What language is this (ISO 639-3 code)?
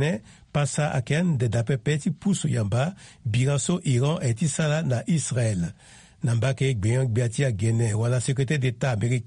sag